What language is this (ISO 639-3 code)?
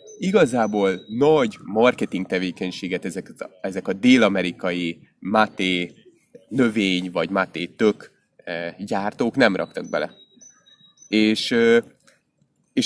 hun